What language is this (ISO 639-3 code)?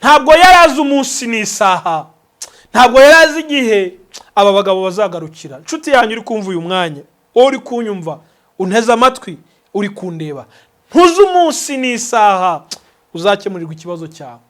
kin